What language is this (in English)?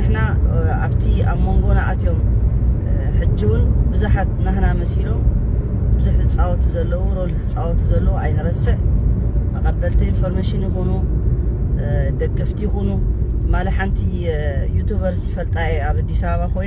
Tigrinya